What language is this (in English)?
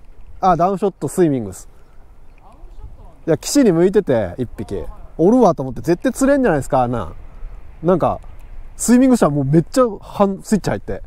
Japanese